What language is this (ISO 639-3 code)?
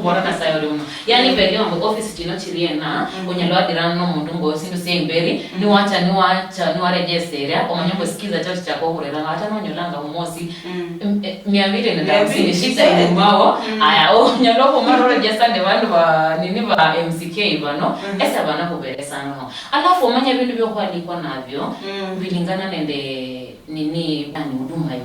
luy